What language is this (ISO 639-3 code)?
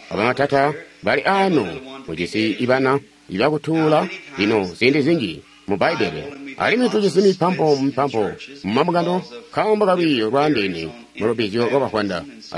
toi